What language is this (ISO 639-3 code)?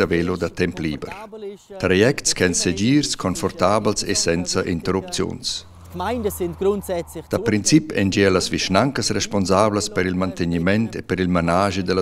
roh